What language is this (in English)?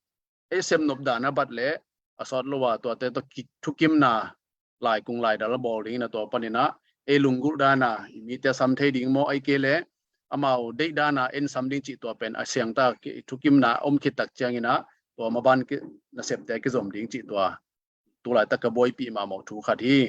Tedim Chin